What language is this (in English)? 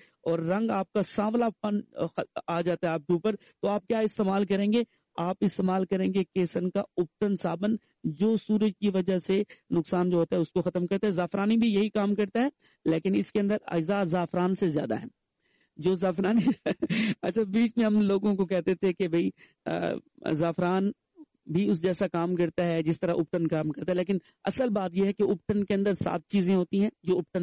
Urdu